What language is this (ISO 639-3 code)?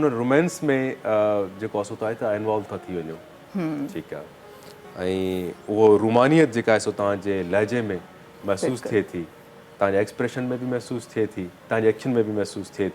snd